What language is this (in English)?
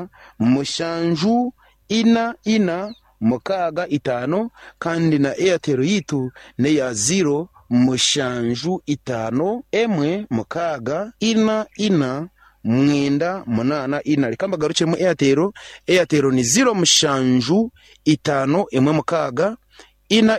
Nyankole